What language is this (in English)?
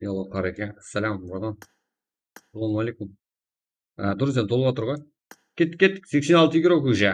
Kara-Kalpak